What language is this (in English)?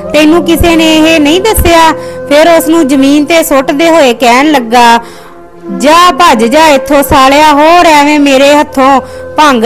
Punjabi